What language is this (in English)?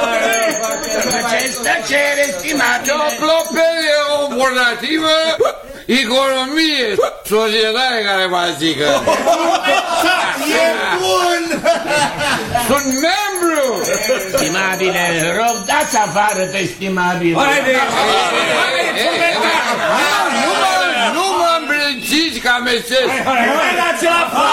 Romanian